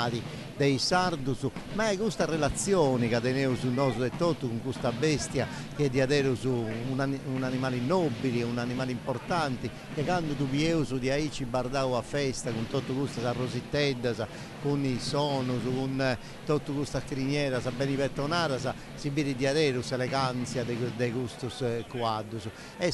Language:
Sardinian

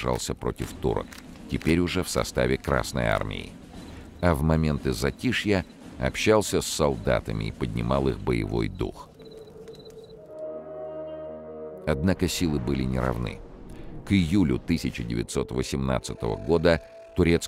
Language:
Russian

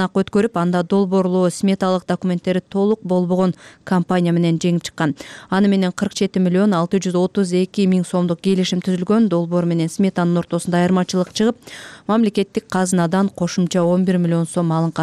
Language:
Kyrgyz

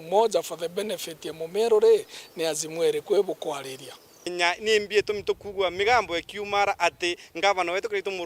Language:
Meru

